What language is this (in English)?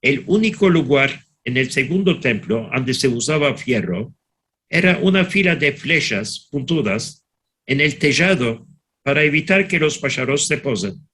Ladino